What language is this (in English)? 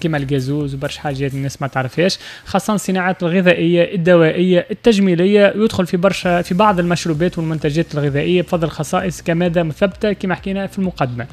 Tunisian Arabic